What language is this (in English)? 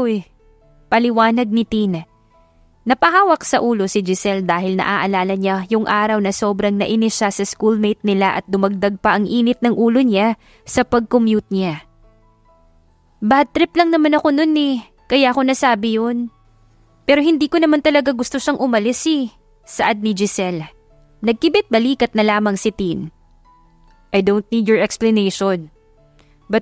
Filipino